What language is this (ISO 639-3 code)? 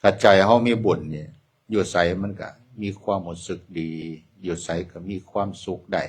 tts